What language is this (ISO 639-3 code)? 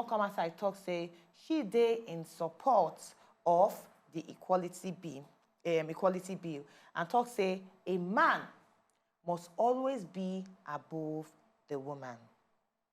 pcm